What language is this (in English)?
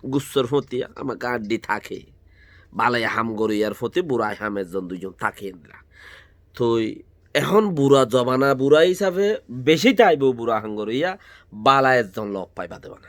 Rohingya